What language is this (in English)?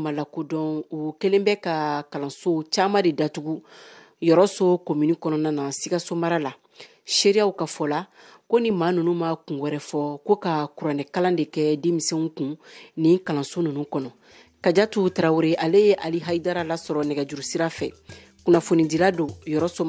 Bambara